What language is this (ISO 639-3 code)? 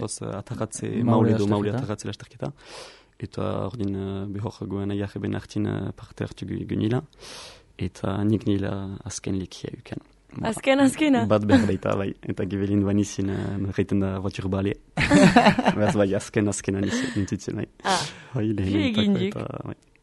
eus